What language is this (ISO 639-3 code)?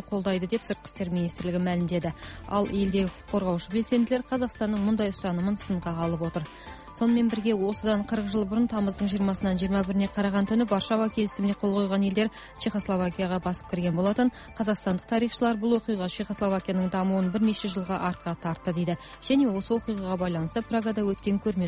kaz